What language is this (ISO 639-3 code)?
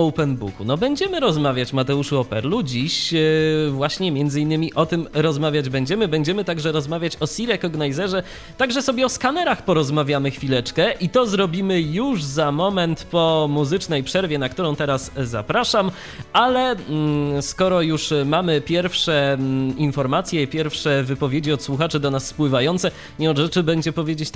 pol